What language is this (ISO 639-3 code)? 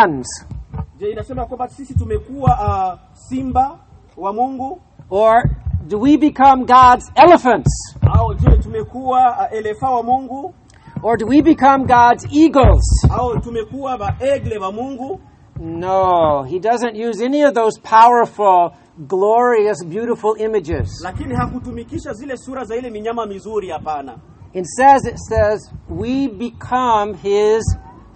swa